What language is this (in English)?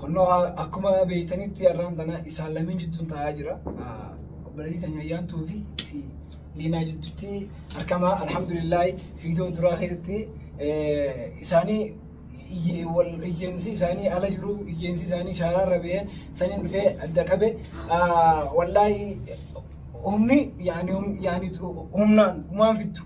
Oromo